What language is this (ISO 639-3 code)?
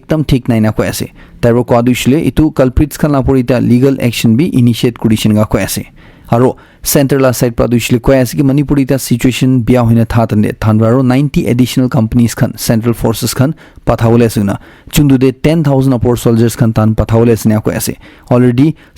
nag